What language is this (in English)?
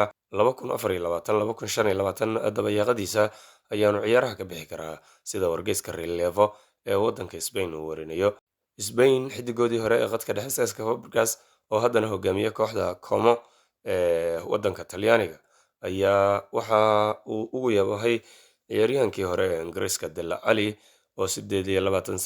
Somali